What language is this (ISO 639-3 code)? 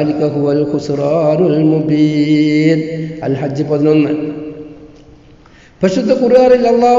mal